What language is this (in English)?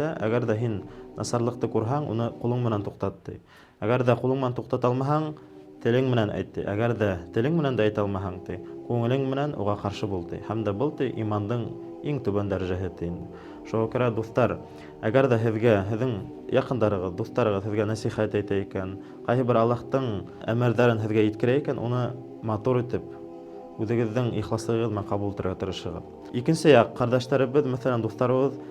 Bashkir